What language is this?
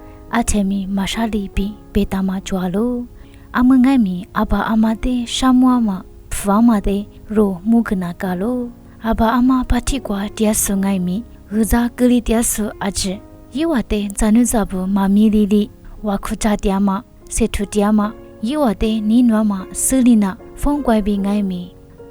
Lisu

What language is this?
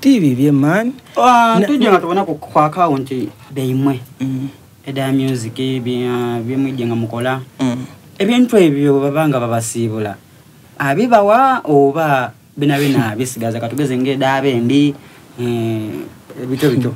Soga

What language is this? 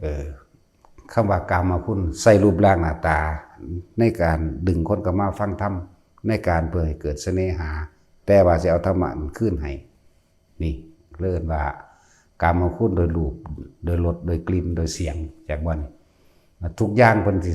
Northeastern Thai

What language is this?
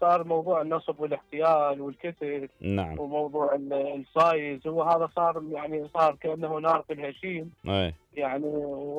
Mesopotamian Arabic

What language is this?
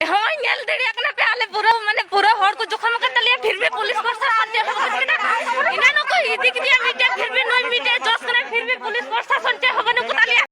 Santali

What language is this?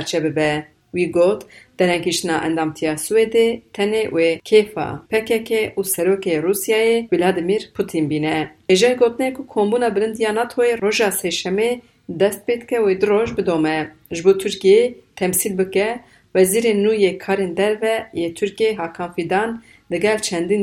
Kurdish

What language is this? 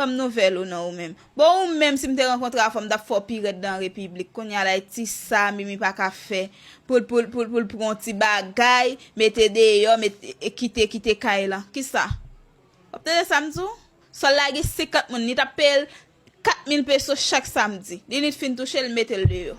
Haitian Creole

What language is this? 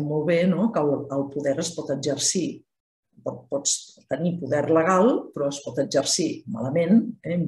Catalan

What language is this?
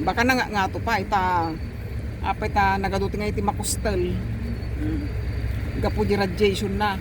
Iloko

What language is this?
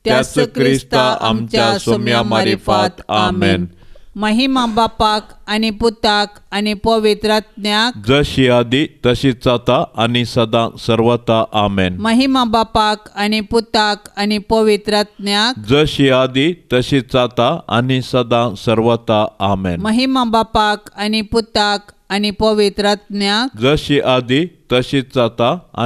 Konkani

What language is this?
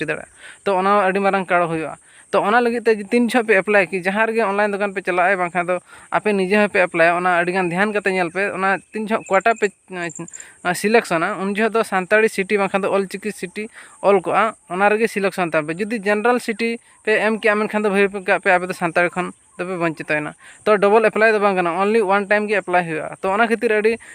Santali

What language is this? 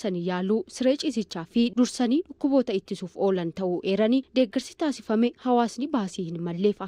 Oromo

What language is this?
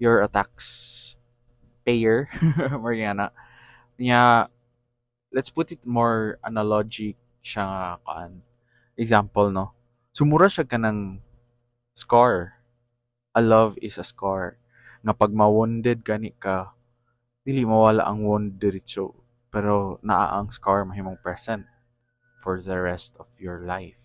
Cebuano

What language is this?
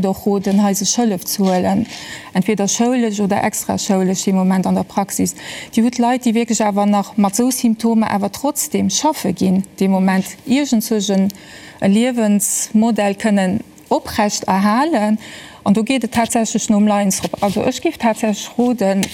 Luxembourgish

